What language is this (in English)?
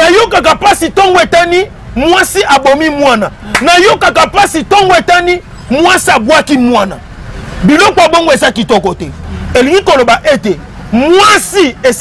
Lingala